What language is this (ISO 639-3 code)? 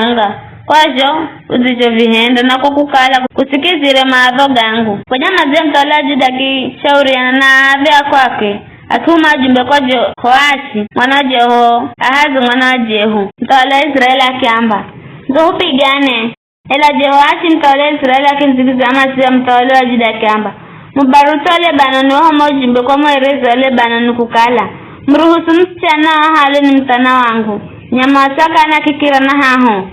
nyf